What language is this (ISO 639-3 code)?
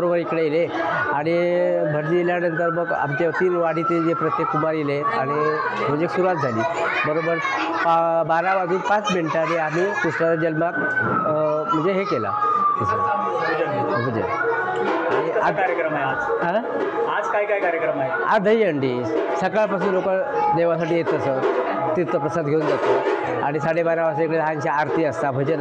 mar